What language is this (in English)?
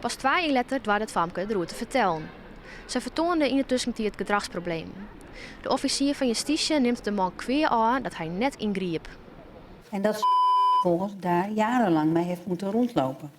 Western Frisian